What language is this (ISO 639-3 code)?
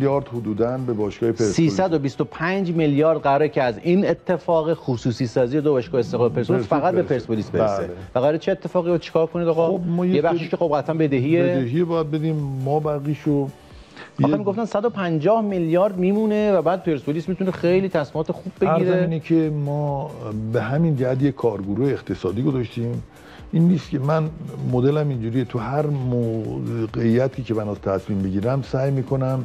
fas